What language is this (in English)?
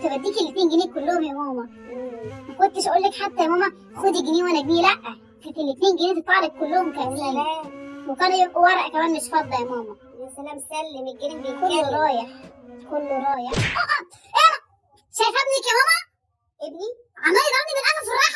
Egyptian Arabic